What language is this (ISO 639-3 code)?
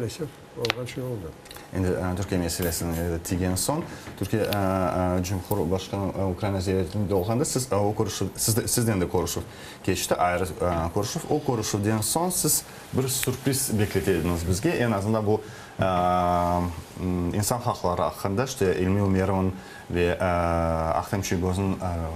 crh